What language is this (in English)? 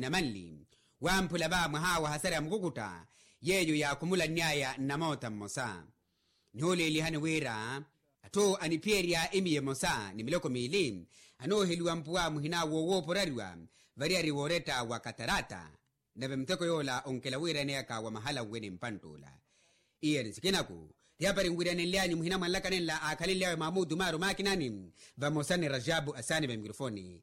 Makhuwa